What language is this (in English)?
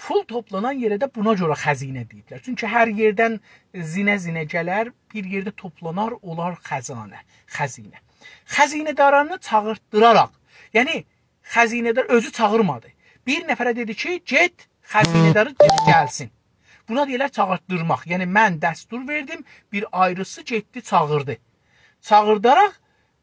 South Azerbaijani